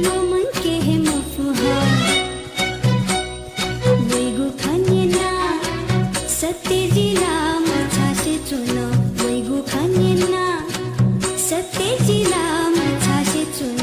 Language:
Newari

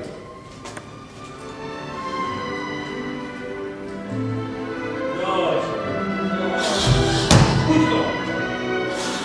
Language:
Croatian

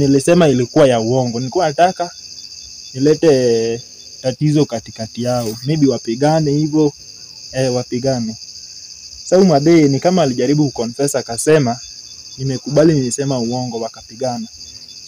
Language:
Swahili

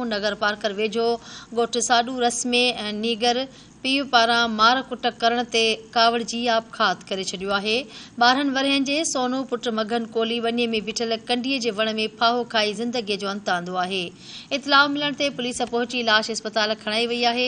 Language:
Sindhi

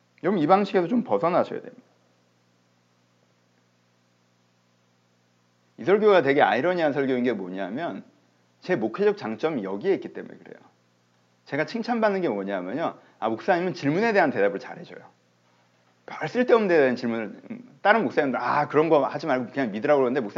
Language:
Korean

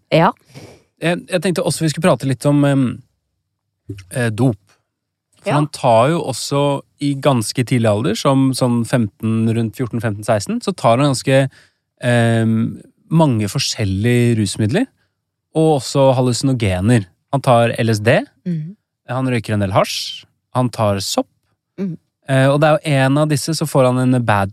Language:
Norwegian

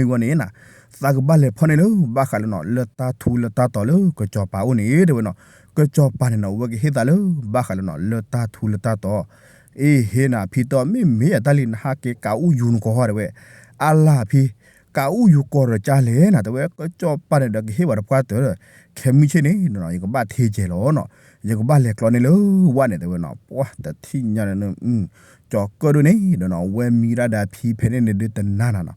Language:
S'gaw Karen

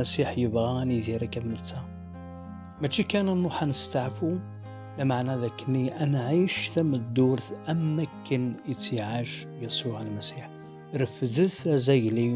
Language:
Kabyle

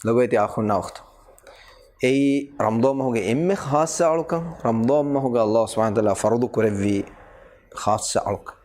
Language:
Divehi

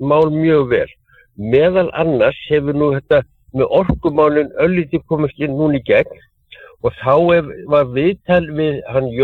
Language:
Icelandic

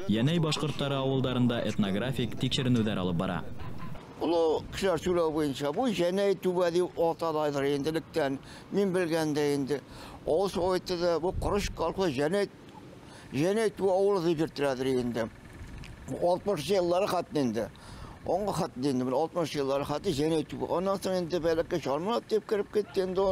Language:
Bashkir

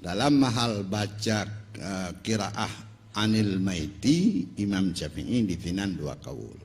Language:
Achinese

